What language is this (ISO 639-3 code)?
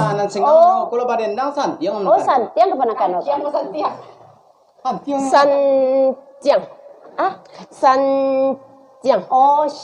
min